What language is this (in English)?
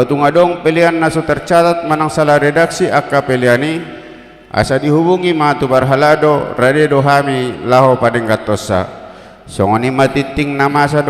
Batak Toba